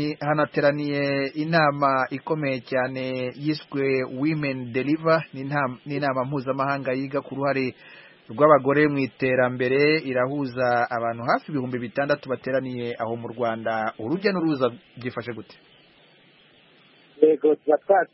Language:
Kinyarwanda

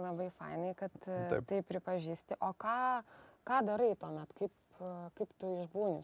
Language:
Lithuanian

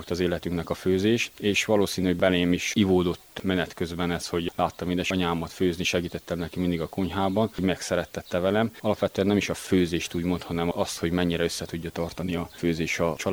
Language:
Hungarian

